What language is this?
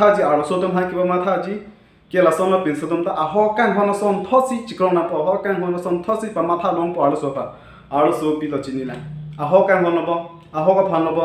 Karbi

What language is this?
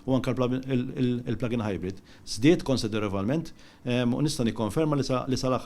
Maltese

